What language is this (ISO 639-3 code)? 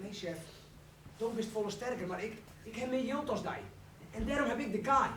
fry